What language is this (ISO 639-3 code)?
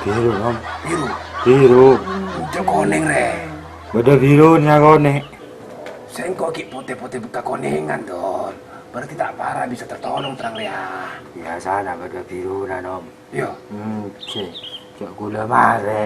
mad